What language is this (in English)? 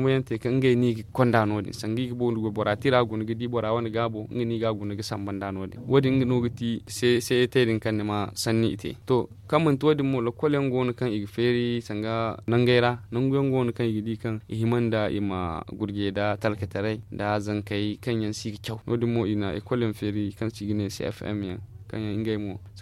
Zarma